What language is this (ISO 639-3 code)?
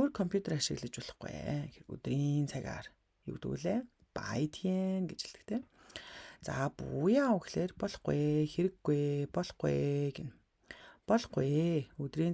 mon